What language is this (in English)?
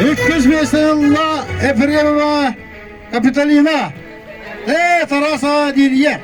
Yakut